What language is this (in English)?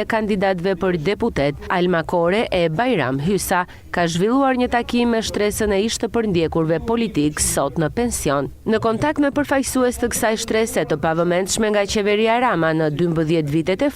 Albanian